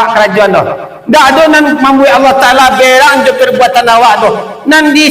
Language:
Minangkabau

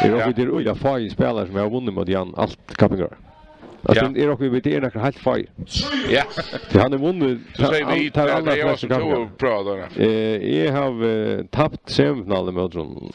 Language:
Faroese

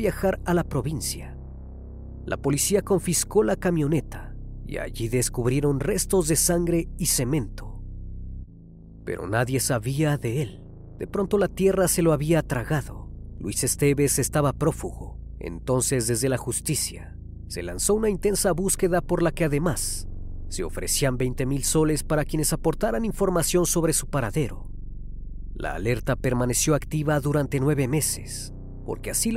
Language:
Spanish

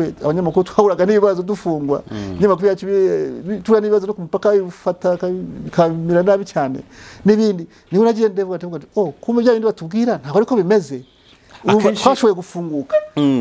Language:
Kinyarwanda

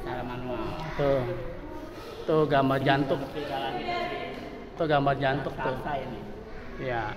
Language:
Betawi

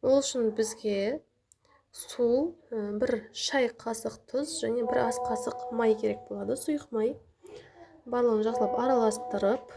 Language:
Kazakh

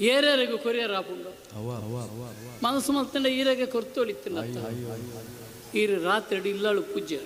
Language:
Tulu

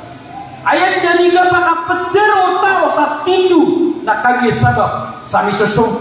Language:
Maranao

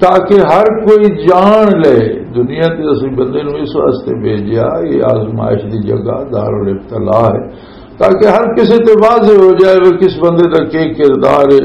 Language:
Western Panjabi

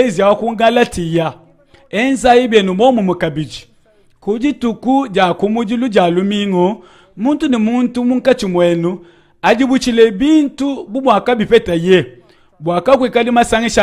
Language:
Luba-Lulua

